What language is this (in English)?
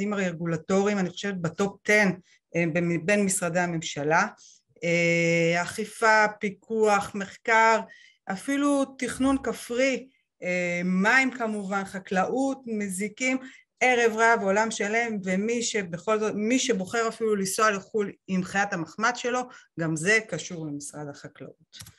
Hebrew